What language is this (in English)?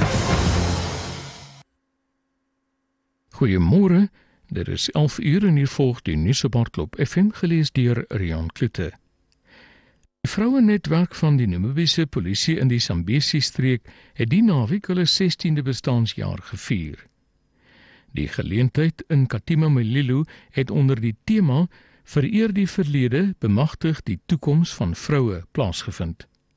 Afrikaans